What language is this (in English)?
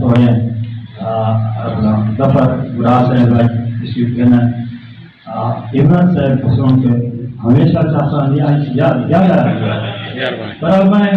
Saraiki